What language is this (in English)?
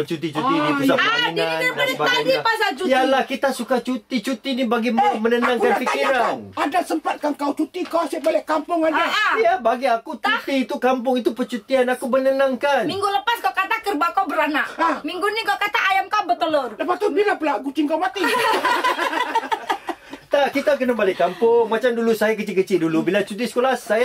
Malay